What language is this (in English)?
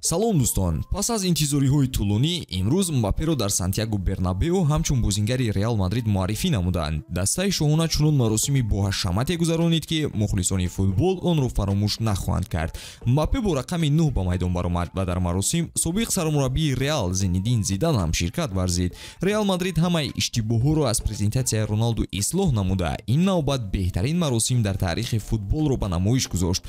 Tajik